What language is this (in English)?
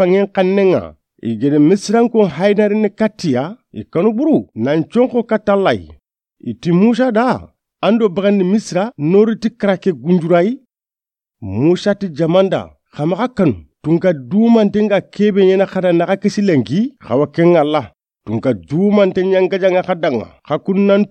Soninke